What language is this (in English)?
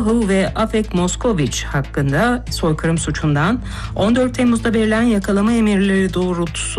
Turkish